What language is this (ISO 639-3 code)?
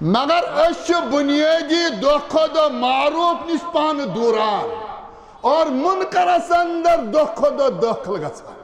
kas